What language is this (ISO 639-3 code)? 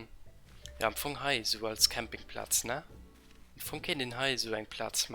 ltz